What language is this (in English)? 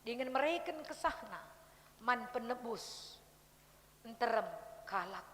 Batak Karo